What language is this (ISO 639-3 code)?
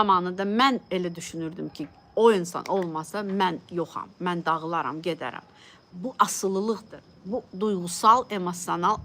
aze